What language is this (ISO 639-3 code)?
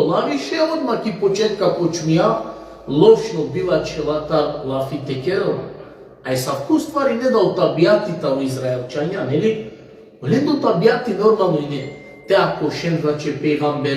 rmn